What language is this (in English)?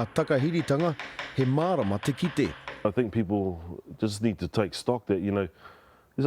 Māori